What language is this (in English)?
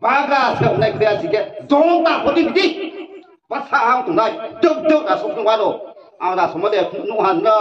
Riang (India)